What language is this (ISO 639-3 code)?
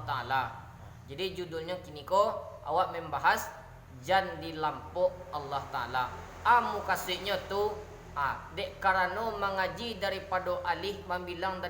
min